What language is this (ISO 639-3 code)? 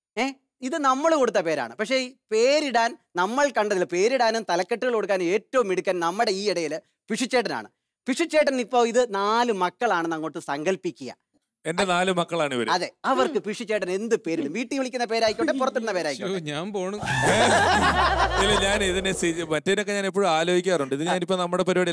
mal